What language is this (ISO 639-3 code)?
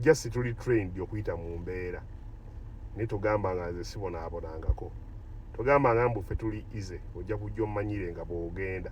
lug